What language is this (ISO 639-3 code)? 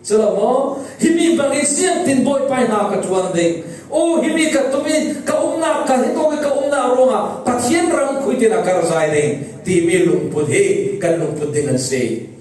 cfm